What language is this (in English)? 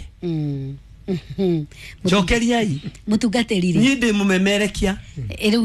Kikuyu